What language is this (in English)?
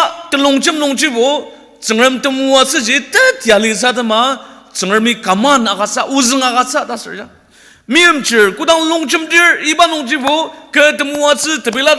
Ao Naga